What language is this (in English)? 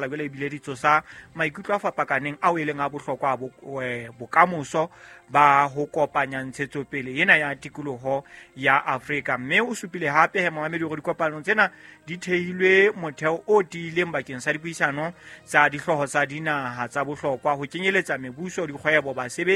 Southern Sotho